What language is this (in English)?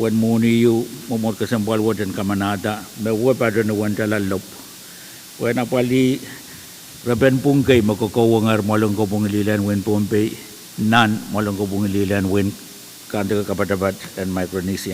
Pohnpeian